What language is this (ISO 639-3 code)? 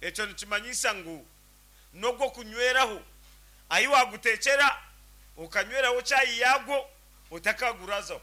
nyn